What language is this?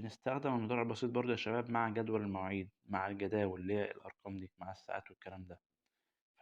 Egyptian Arabic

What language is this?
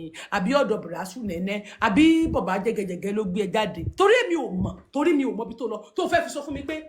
Yoruba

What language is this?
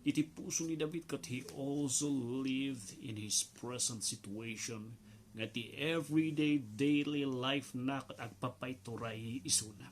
Iloko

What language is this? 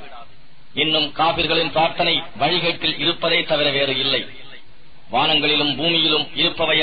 Tamil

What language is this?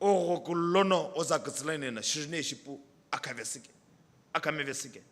Sumi Naga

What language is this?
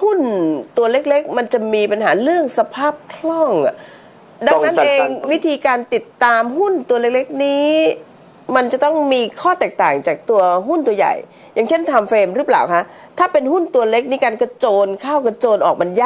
Thai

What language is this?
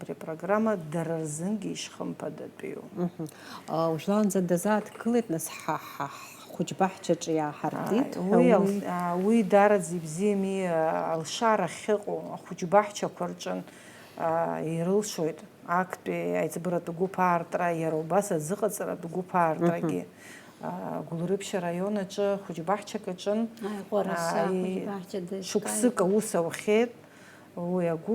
Abkhazian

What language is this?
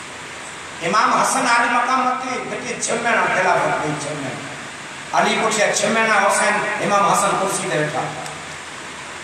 Kachhi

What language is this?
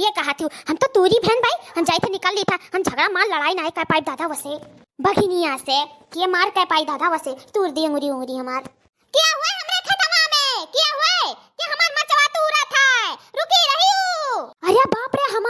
Awadhi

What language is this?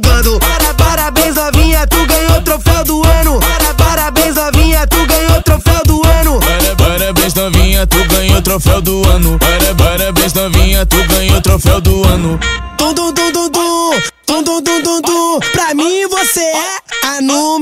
Portuguese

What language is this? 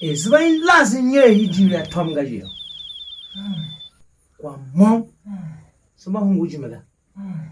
Tiv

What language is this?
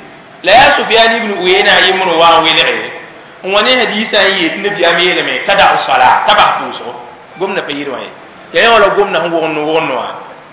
Mossi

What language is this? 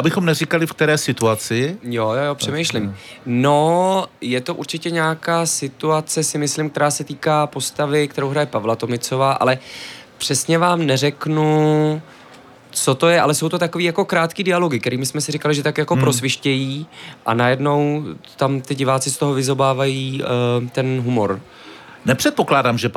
Czech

